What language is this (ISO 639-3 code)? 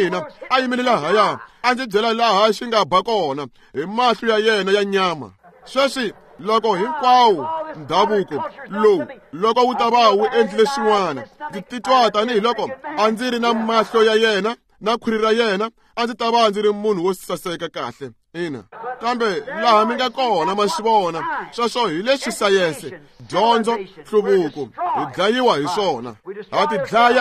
tso